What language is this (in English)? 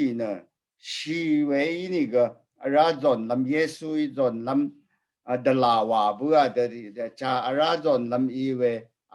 Rawang